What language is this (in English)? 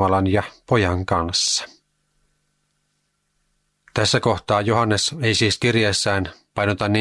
Finnish